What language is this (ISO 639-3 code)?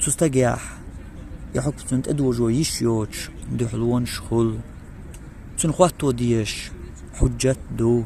che